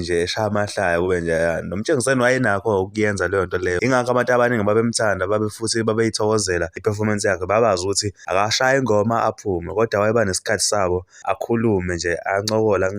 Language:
Zulu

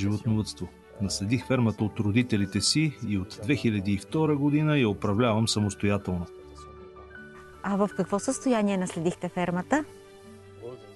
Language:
Bulgarian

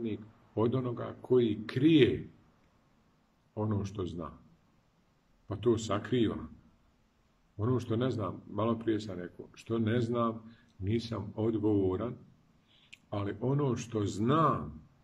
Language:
Bosnian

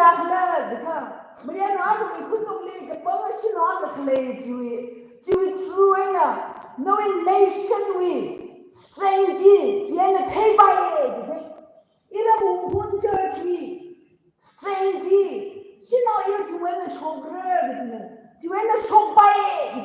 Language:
Tangkhul Naga (India)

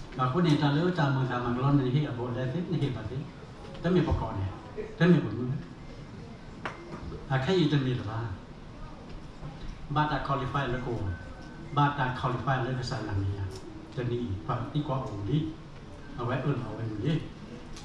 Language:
S'gaw Karen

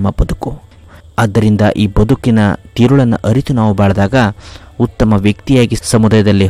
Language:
Kannada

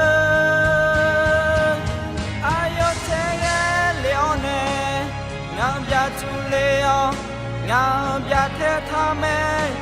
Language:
Akha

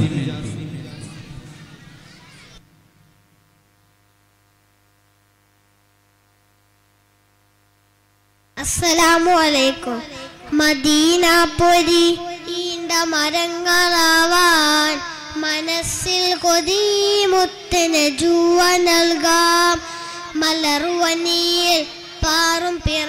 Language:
Malayalam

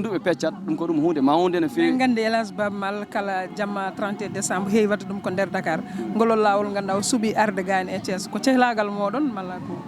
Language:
Fula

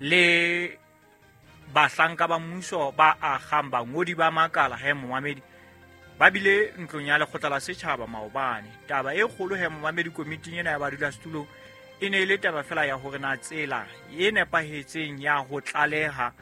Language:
Southern Sotho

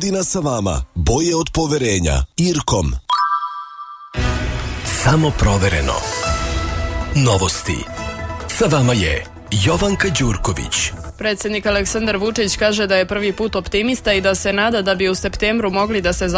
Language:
Serbian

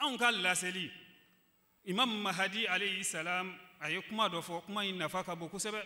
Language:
Bambara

